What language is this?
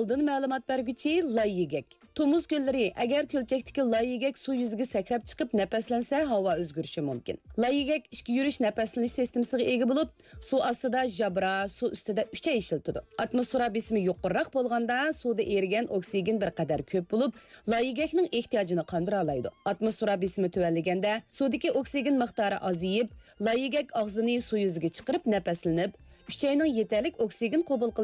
Uyghur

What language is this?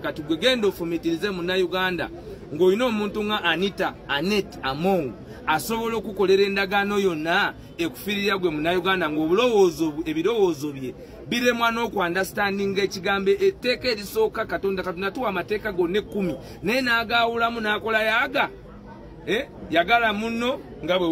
Ganda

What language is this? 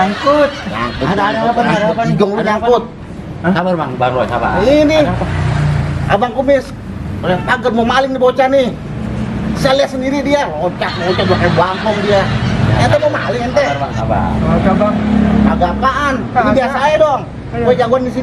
Betawi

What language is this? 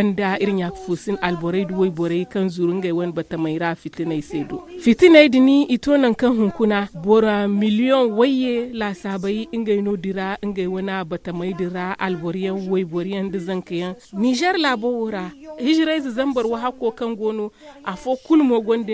Zarma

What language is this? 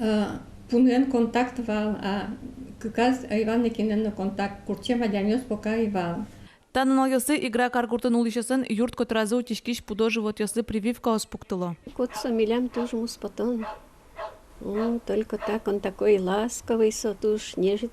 Udmurt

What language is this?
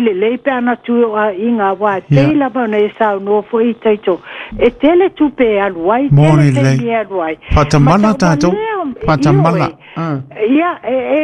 Samoan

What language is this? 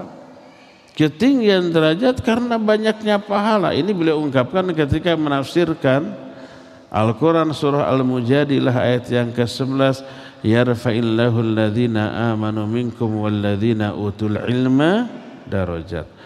Indonesian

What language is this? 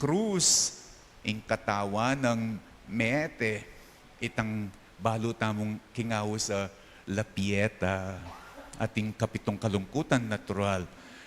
Pampanga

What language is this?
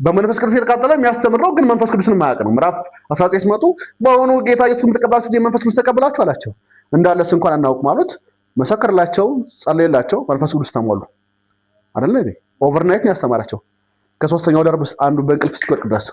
Amharic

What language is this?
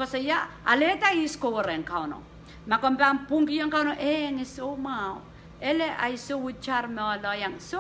Pohnpeian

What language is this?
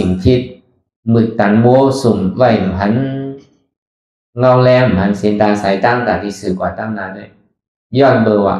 Shan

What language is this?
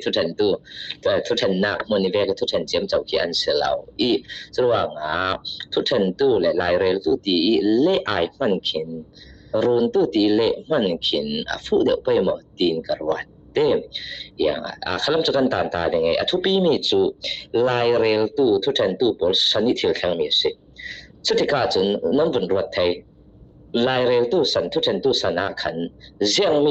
Falam Chin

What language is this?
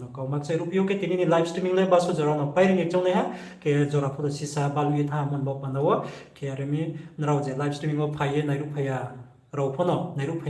Riang (India)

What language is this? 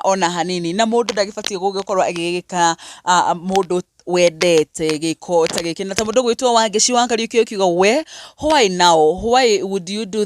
Kikuyu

